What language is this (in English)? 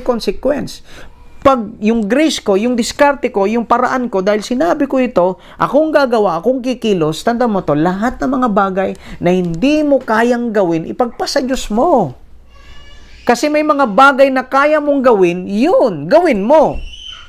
Filipino